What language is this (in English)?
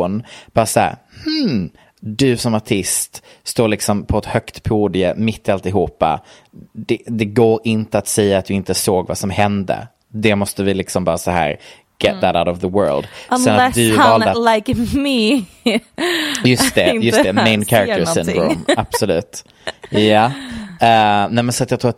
Swedish